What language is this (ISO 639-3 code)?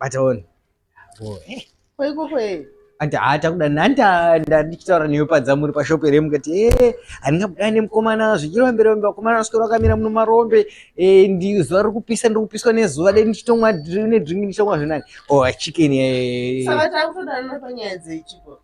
sna